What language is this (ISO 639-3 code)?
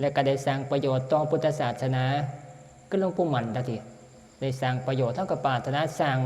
tts